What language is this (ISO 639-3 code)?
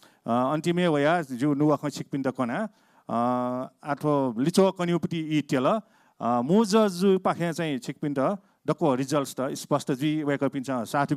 new